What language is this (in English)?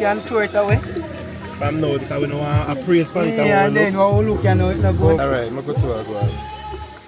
Jamaican Creole English